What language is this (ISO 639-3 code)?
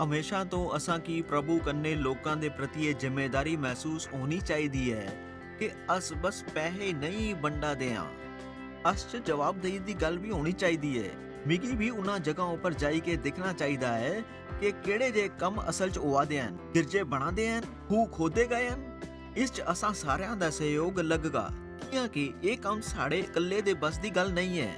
doi